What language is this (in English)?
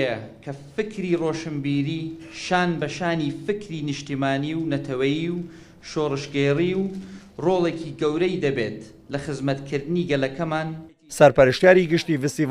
Central Kurdish